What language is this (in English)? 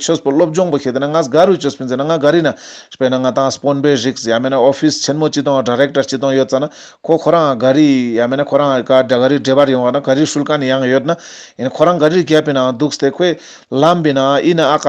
Ladakhi